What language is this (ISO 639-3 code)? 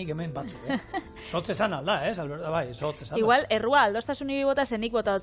eus